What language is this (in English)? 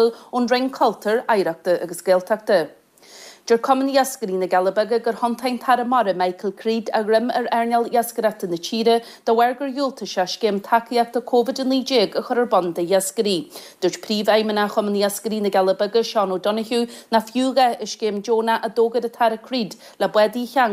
Irish